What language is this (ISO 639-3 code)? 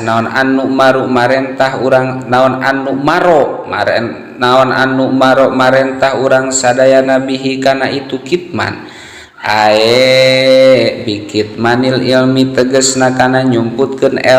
sun